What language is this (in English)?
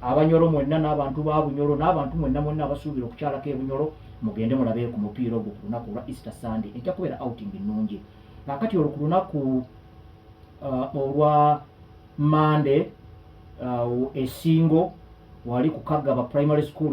Ganda